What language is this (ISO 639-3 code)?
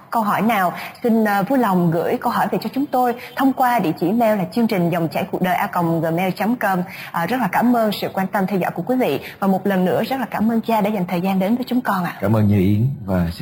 vie